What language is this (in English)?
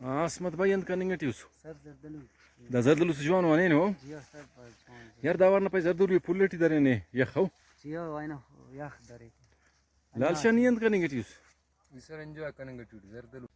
Brahui